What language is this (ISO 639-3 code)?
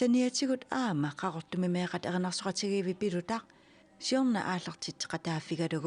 kal